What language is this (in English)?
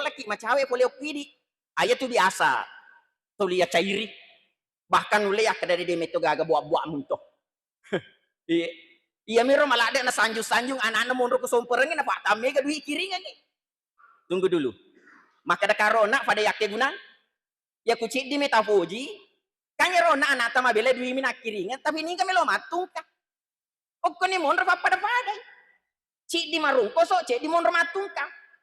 Buginese